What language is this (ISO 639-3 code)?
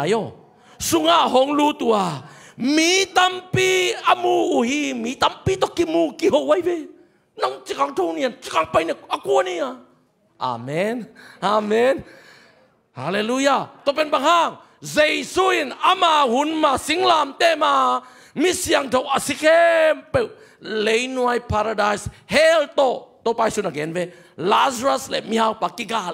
ctd